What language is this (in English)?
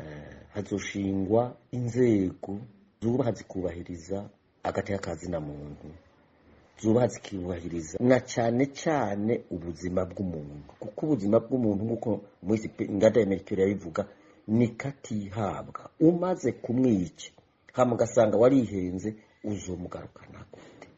Rundi